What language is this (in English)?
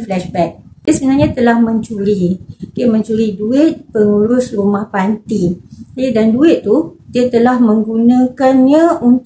Malay